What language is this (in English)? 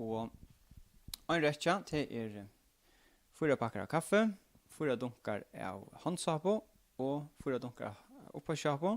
Faroese